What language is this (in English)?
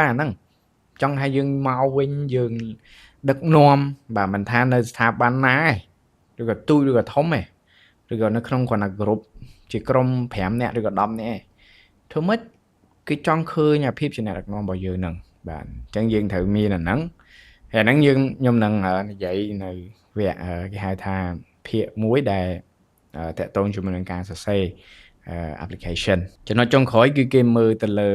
Khmer